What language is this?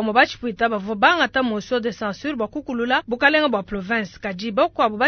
Luba-Lulua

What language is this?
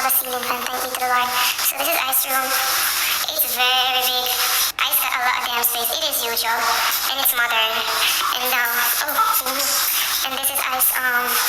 Jamaican Creole English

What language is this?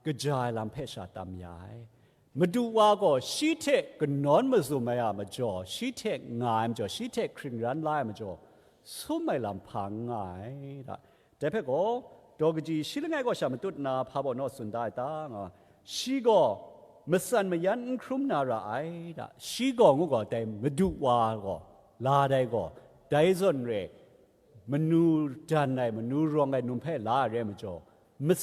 Kachin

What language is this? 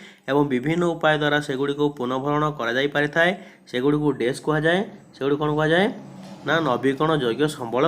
Odia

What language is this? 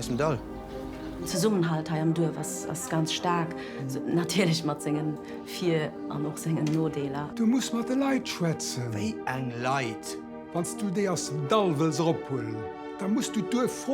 Luxembourgish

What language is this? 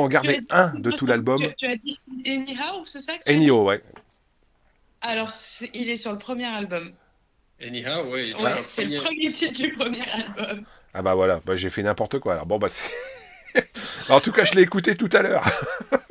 French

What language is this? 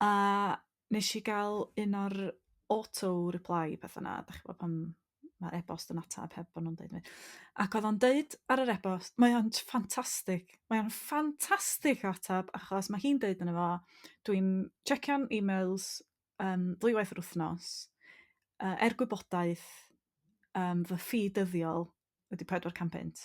Welsh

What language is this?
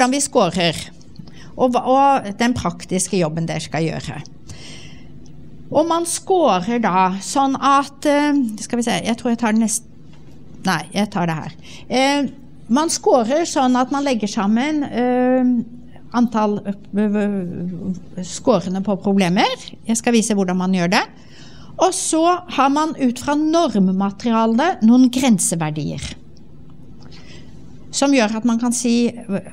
Norwegian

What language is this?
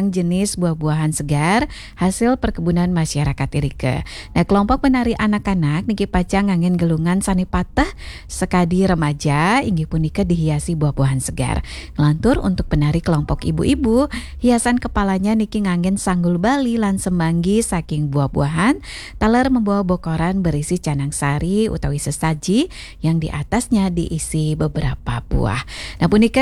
Balinese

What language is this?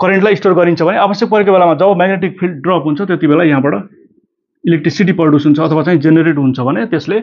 Nepali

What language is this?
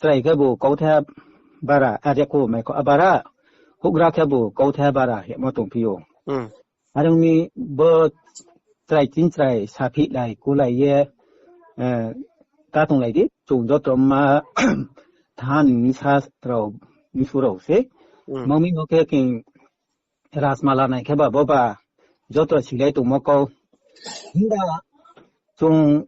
Riang (India)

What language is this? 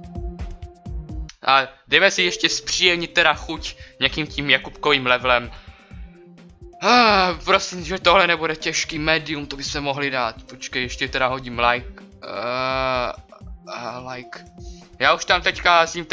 Czech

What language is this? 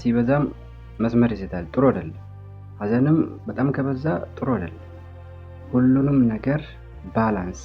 Amharic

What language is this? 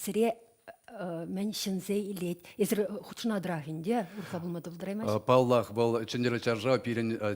Chuvash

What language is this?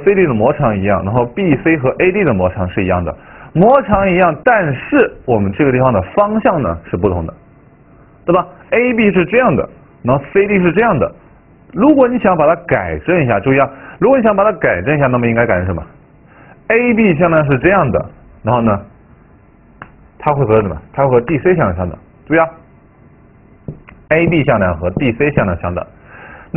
Chinese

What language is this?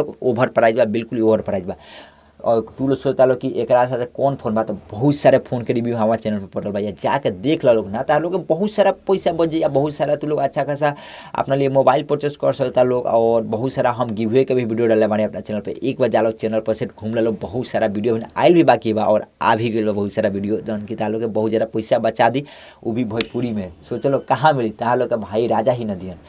Bhojpuri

